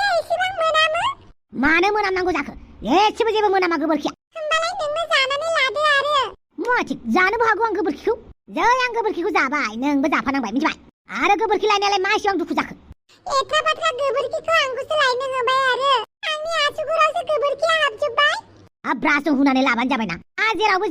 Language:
Bodo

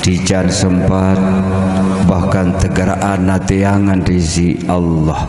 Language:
Sasak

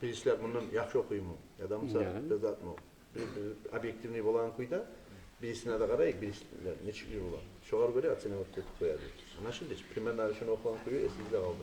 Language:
Kumyk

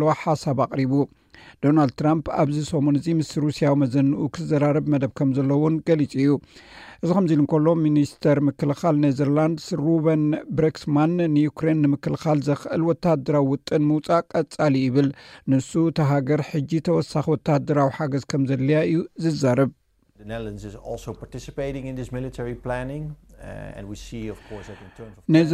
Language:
Tigrinya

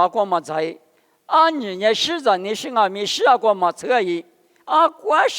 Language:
Lisu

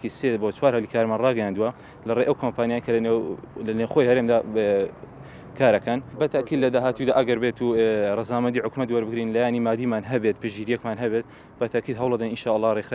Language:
Central Kurdish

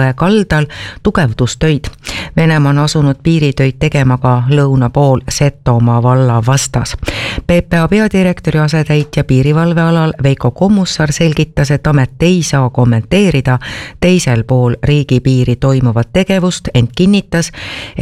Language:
Estonian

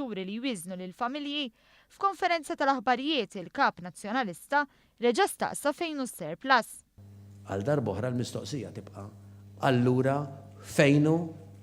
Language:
Maltese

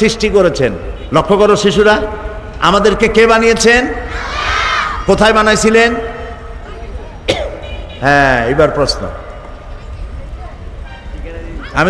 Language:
Bangla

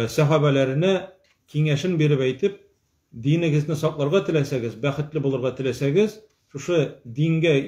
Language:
Tatar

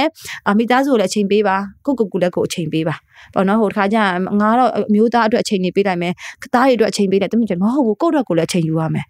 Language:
Burmese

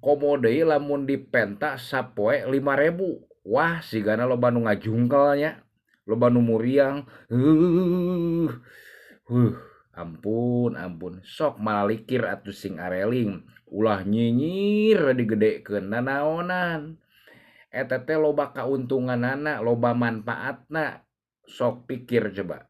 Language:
Sundanese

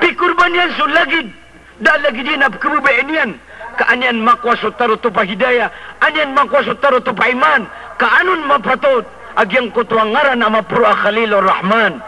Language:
Maranao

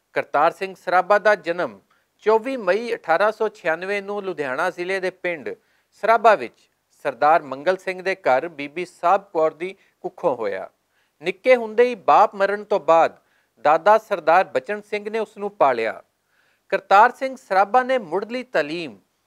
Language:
Western Panjabi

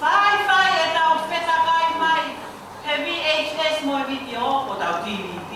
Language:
Tongan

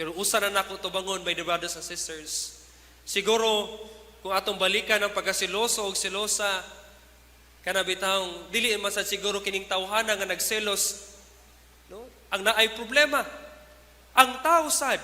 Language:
Cebuano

